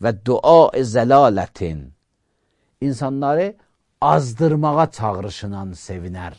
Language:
Azerbaijani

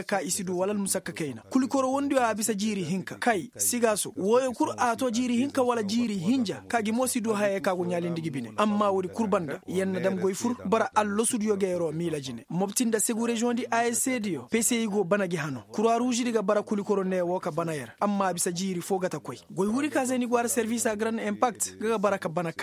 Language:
Koyraboro Senni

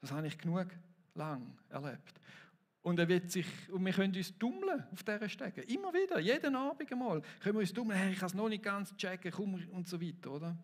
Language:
Swiss German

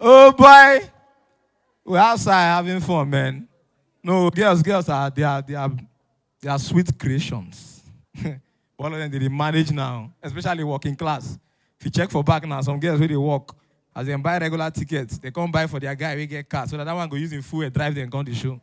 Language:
Nigerian Pidgin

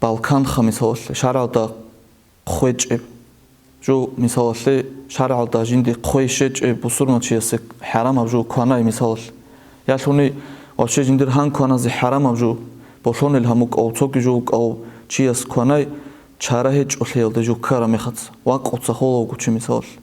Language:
Avaric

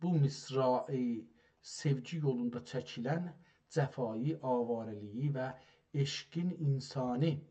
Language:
South Azerbaijani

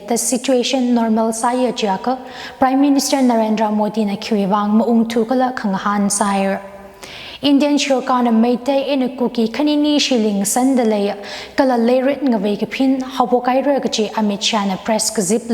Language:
Tangkhul Naga (India)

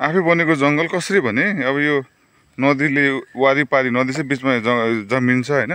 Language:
Nepali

